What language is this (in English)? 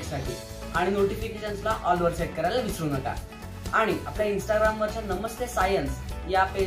Marathi